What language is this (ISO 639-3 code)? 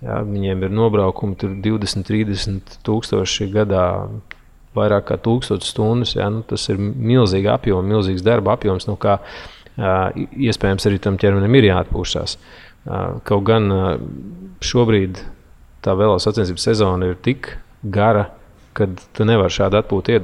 lav